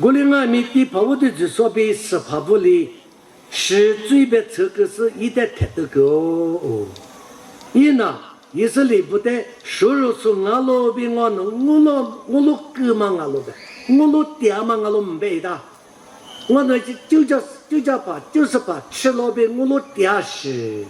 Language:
Lisu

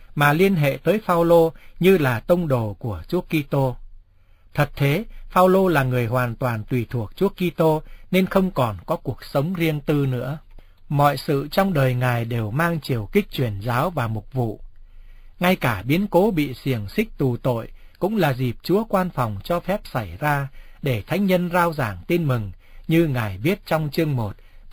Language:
Vietnamese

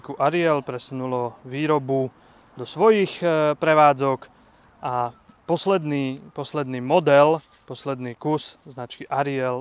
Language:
Slovak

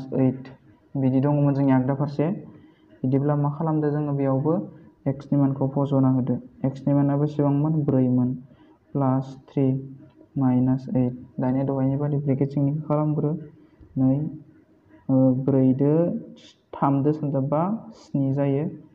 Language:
Bodo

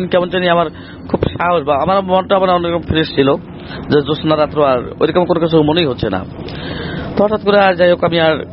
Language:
Bangla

